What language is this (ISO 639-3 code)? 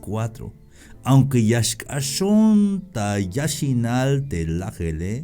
tzh